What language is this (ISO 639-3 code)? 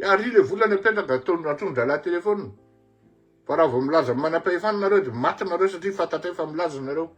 mlg